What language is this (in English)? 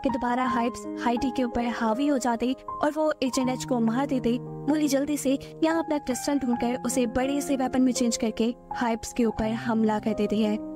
Hindi